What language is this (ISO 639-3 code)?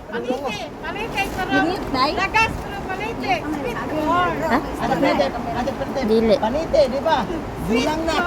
ceb